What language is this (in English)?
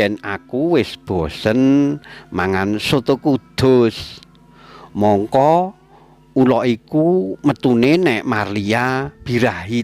Javanese